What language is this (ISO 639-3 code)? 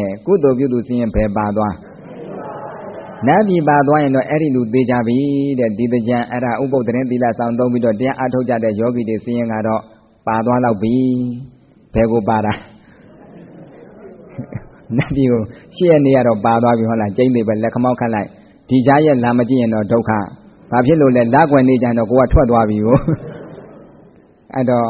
mya